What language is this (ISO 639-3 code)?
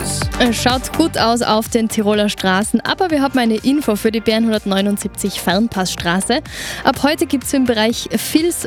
deu